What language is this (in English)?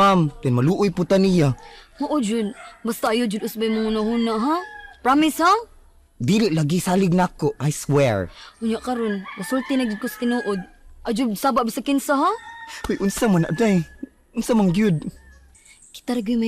Cebuano